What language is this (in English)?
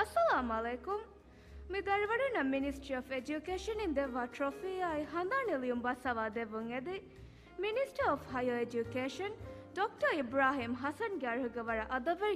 Divehi